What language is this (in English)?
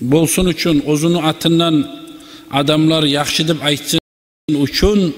Kumyk